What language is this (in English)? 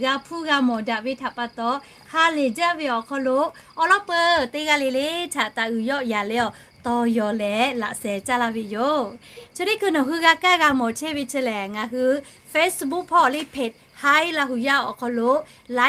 Lahu